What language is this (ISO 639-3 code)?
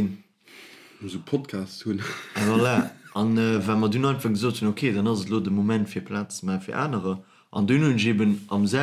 ltz